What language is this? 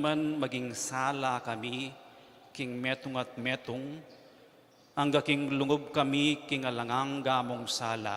Pampanga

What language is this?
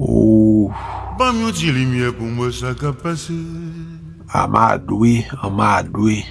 Haitian Creole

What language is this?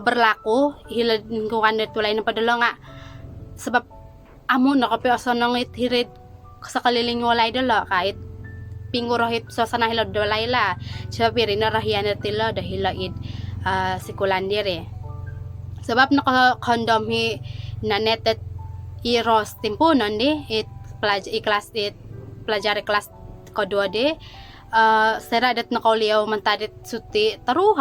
Central Dusun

